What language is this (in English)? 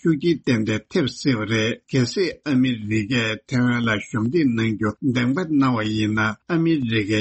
Tibetan